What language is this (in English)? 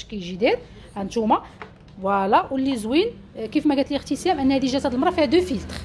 Moroccan Arabic